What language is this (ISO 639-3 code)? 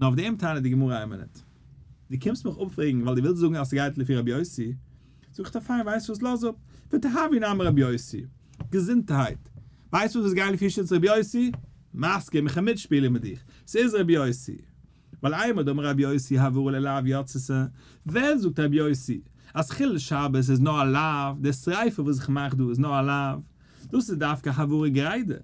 yid